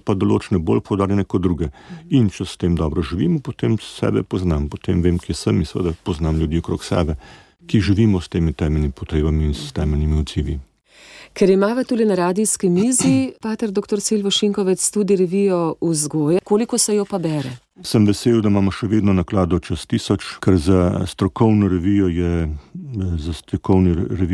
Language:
Slovenian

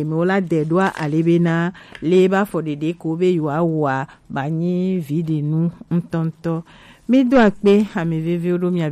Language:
Gen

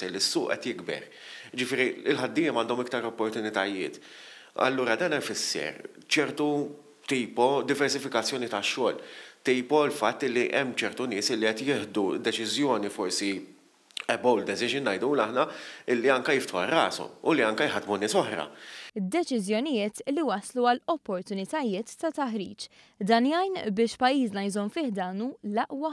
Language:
Maltese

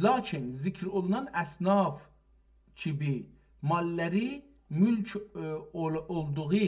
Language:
South Azerbaijani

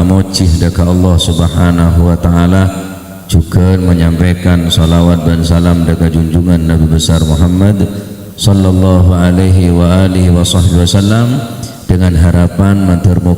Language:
Madurese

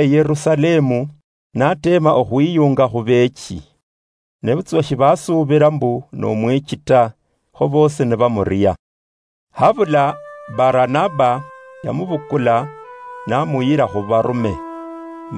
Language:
Luyia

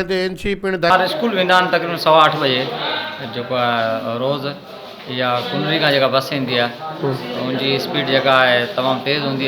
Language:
Sindhi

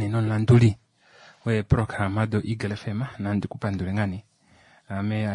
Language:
Kuanyama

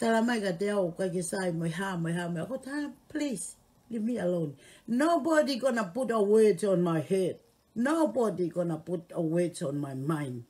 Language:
Tongan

